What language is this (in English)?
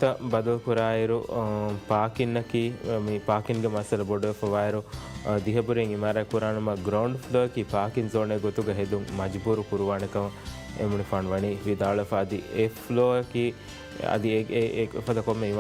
Divehi